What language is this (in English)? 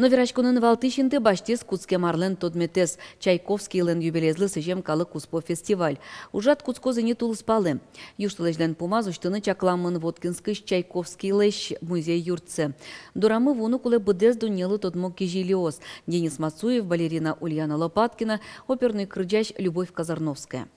Udmurt